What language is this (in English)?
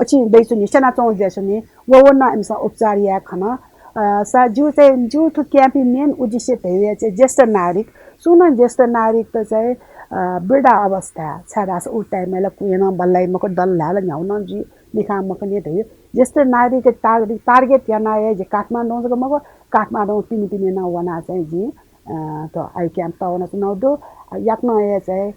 Newari